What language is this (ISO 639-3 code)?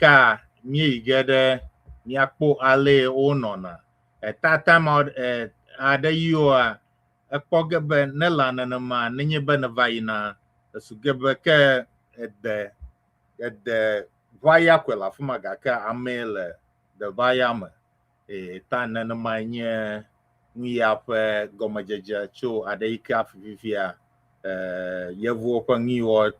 ewe